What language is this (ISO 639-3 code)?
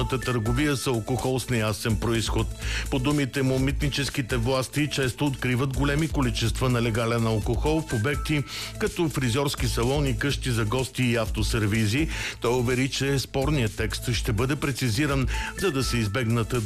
bul